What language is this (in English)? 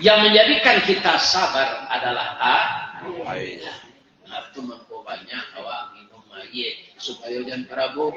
Minangkabau